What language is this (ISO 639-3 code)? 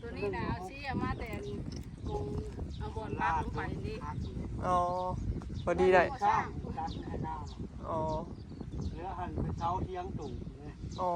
tts